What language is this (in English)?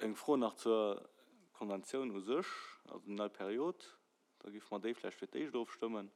Luxembourgish